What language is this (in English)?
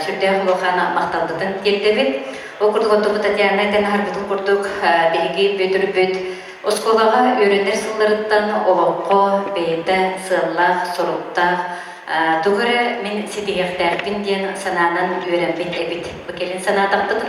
Yakut